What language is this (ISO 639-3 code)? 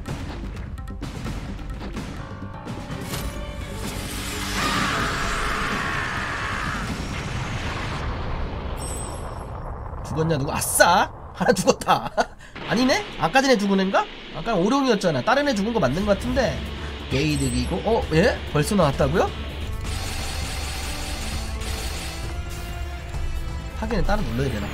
kor